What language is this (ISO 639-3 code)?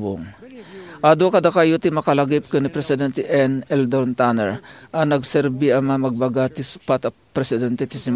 ilo